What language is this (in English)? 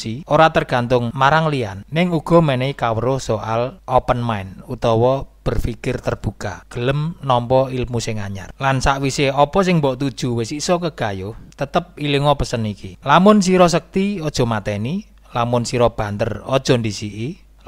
Javanese